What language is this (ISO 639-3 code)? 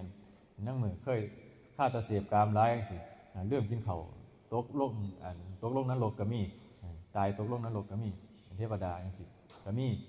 tts